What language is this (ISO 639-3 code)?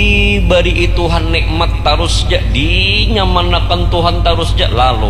bjn